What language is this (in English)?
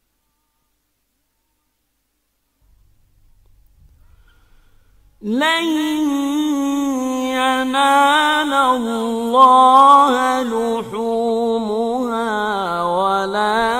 Arabic